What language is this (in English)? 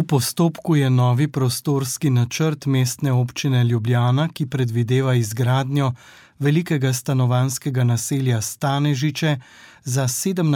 Slovenian